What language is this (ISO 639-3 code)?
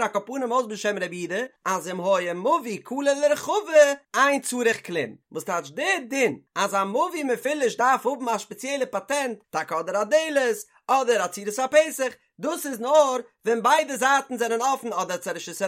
yid